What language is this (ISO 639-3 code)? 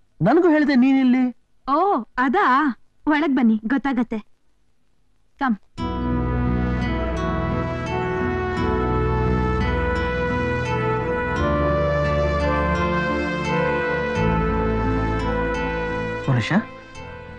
kan